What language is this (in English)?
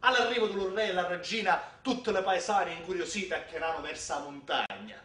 Sicilian